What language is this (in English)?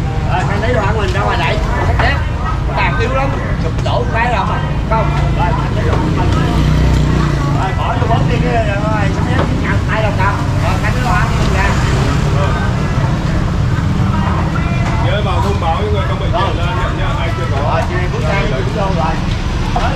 Vietnamese